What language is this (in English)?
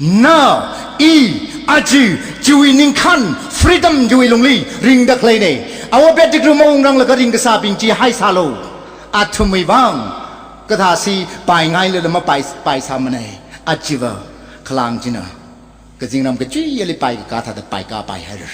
Tangkhul Naga (India)